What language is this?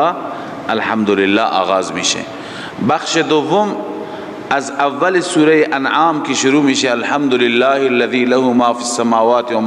Persian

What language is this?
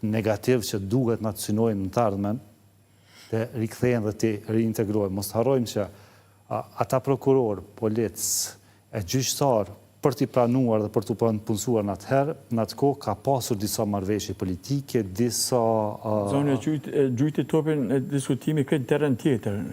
Albanian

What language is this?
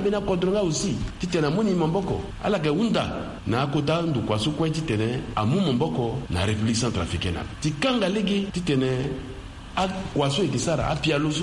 Sango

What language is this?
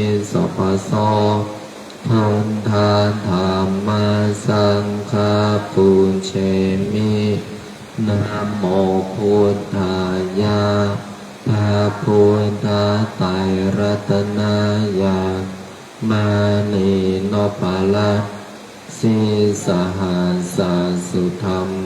Pali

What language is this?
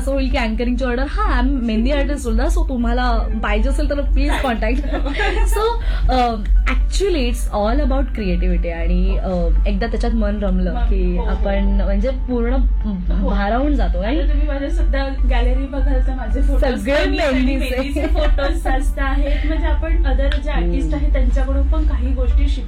Marathi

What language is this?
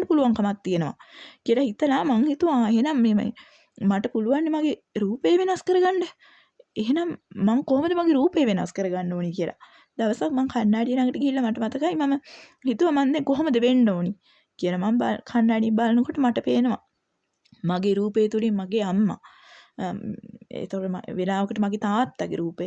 Sinhala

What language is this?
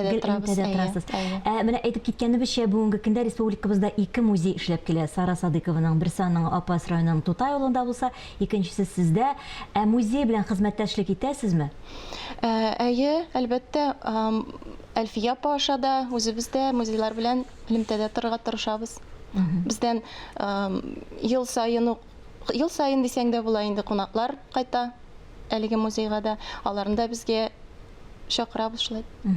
Tatar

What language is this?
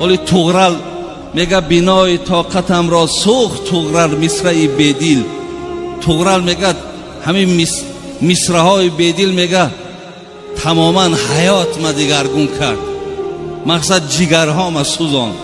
Tajik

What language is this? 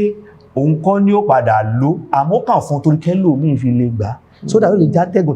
Yoruba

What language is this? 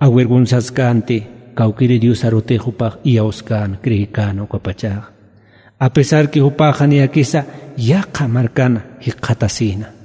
Aymara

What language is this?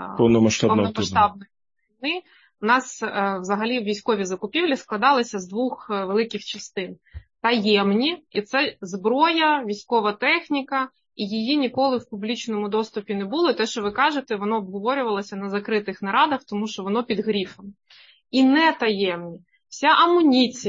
Ukrainian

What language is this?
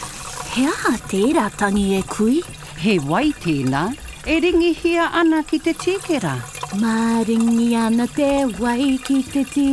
Māori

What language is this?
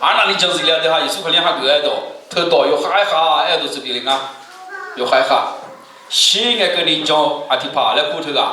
Akha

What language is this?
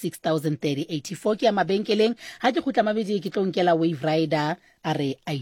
Southern Sotho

